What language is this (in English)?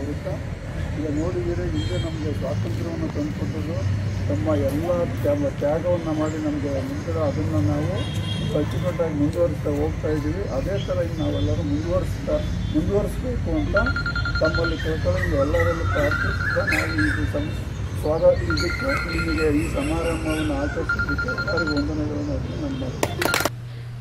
Kannada